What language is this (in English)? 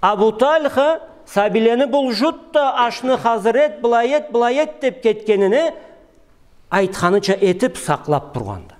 Karachay-Balkar